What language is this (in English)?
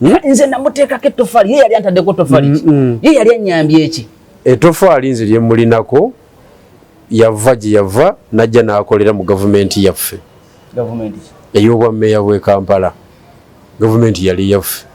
Ganda